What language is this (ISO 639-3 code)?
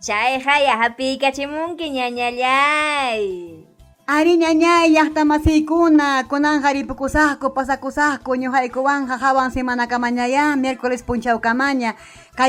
quy